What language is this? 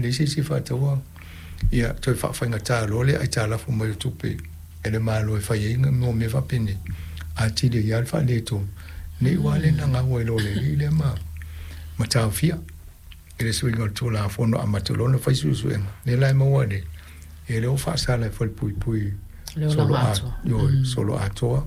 Samoan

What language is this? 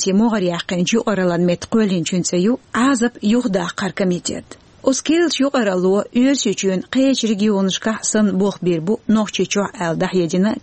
Chechen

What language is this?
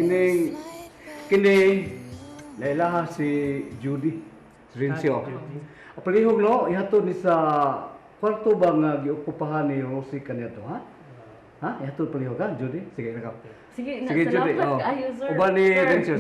Cebuano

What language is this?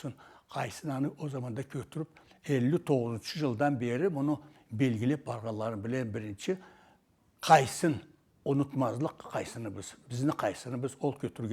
Karachay-Balkar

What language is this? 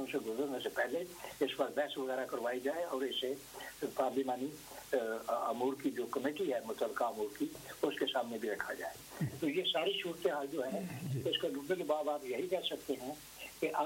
Urdu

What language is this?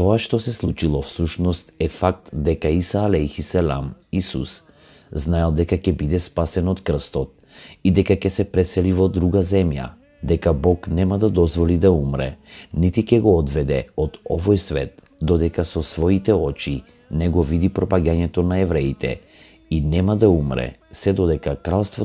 Macedonian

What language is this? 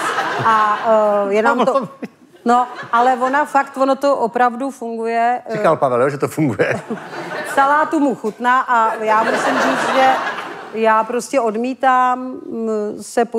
Czech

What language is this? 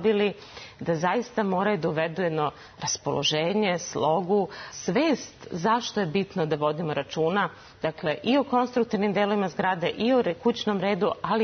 Serbian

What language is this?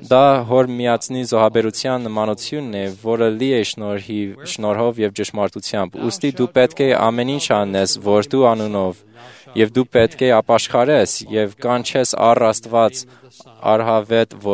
Armenian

